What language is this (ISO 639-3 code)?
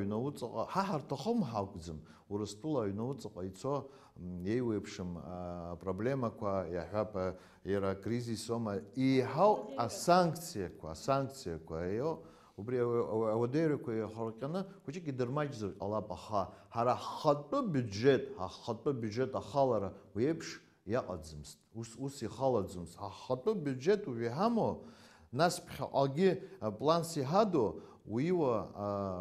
abk